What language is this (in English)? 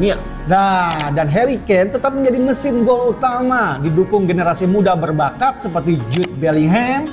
Indonesian